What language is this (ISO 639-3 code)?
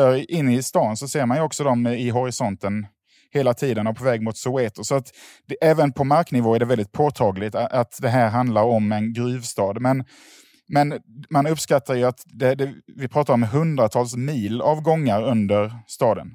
swe